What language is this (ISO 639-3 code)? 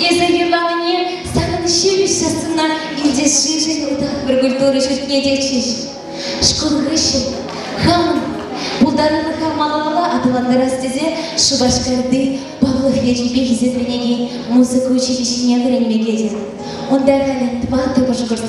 chv